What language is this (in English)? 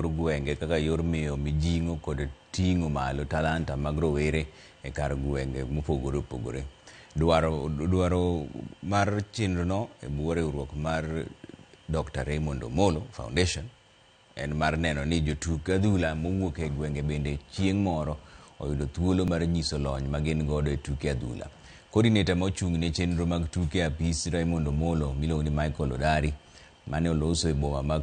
Luo (Kenya and Tanzania)